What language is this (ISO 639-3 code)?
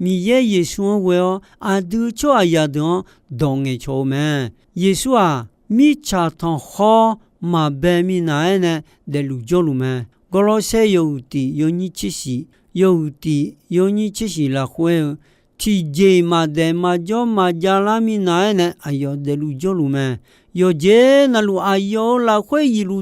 ahk